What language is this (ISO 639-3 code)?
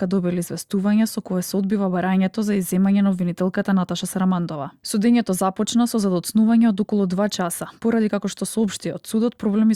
mkd